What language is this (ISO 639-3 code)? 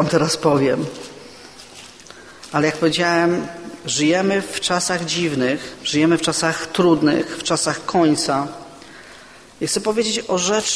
pol